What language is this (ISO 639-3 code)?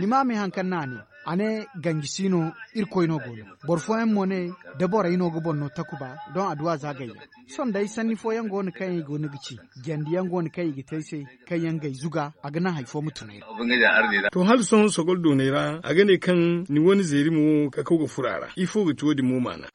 dje